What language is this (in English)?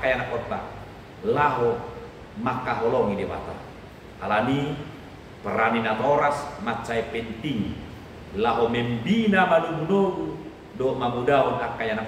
Batak Toba